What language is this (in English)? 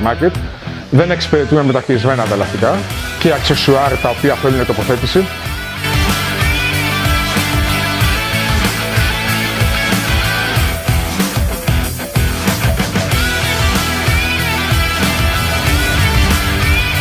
Greek